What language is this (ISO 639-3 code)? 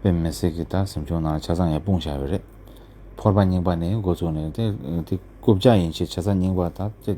bod